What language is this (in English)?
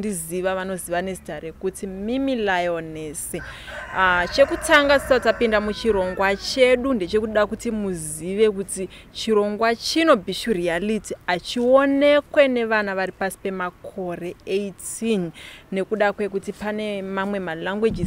Shona